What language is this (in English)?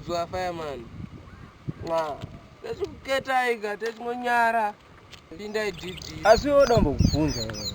Shona